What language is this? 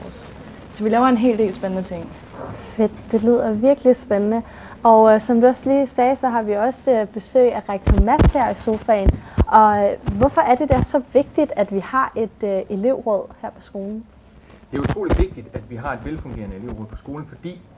Danish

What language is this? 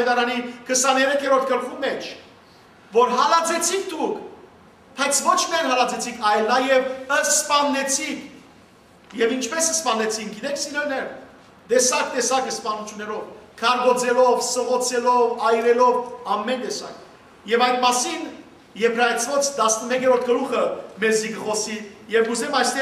Western Armenian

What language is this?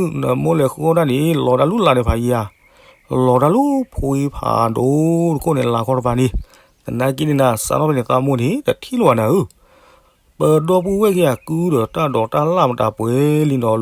S'gaw Karen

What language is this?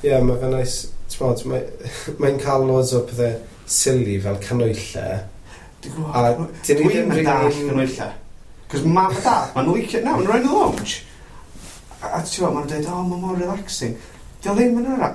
Welsh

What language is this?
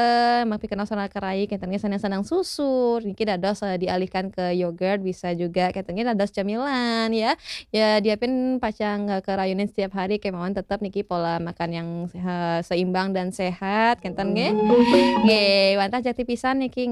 Balinese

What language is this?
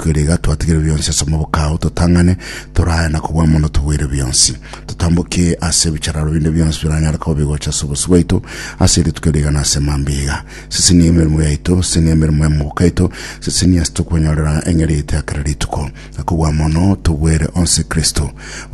Gusii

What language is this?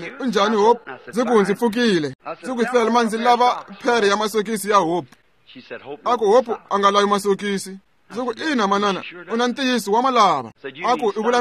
Tsonga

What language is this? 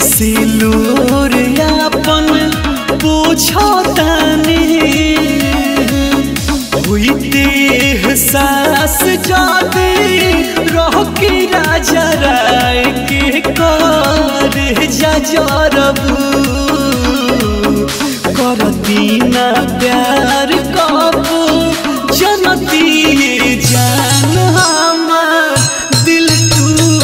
Bhojpuri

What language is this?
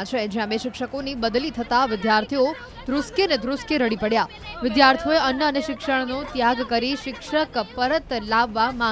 Gujarati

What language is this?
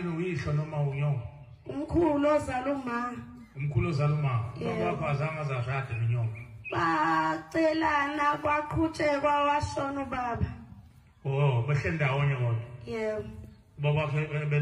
Zulu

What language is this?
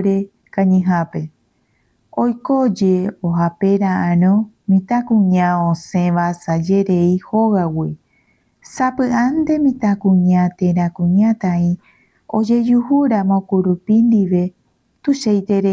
Guarani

